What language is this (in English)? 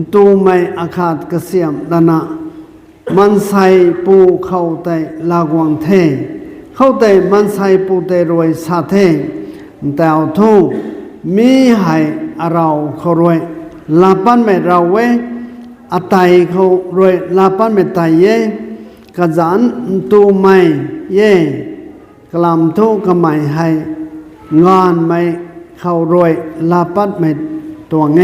Rongmei Naga